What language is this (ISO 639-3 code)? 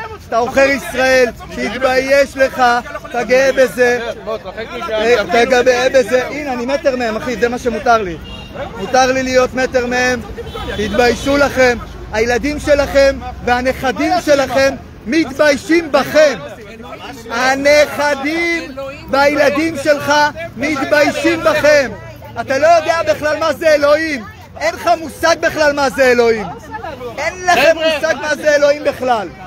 heb